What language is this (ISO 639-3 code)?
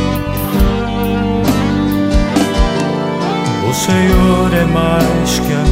por